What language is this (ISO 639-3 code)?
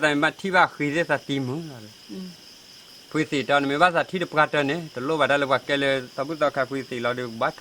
ksw